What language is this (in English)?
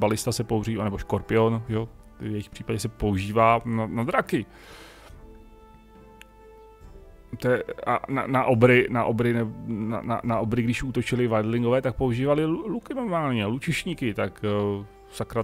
Czech